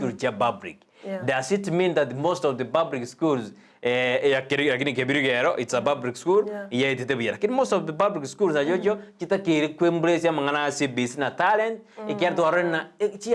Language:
Gusii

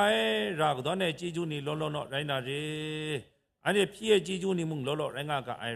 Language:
Kachin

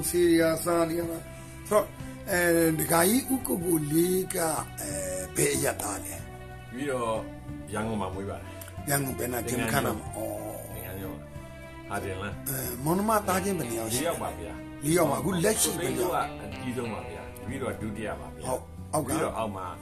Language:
Burmese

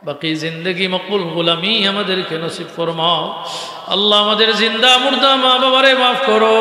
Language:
Sylheti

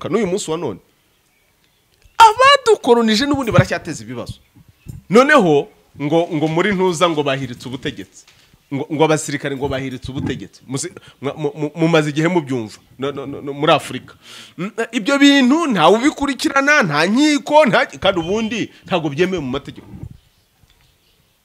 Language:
Kinyarwanda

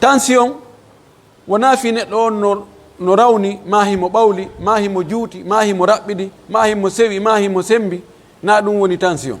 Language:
Pular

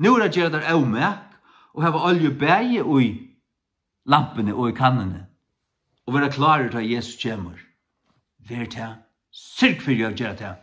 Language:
Faroese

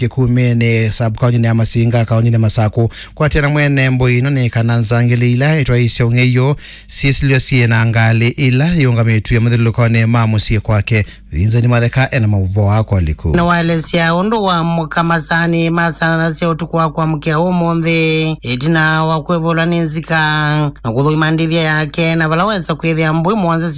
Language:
Kamba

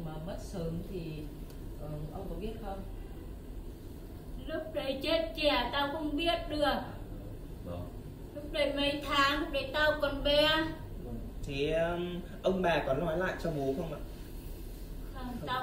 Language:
Vietnamese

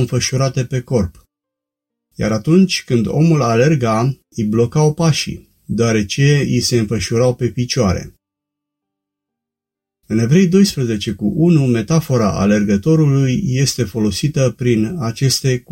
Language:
Romanian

